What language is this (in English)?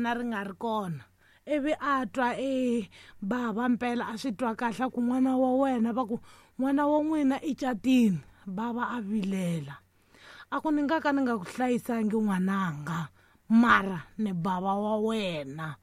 Tsonga